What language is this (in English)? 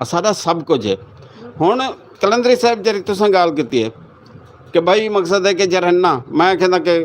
Saraiki